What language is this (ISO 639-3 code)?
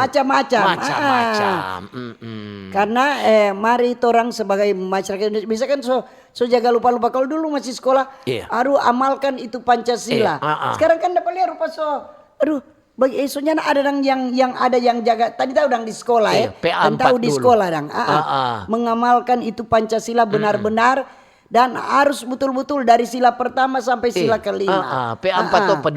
xmm